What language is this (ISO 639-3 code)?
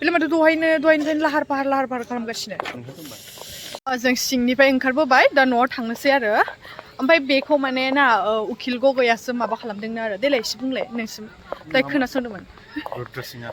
brx